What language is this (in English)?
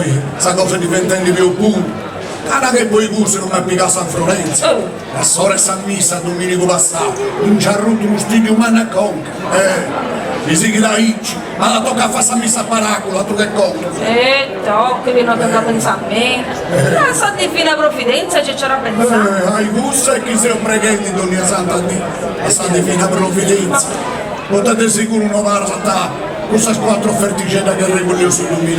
Sardinian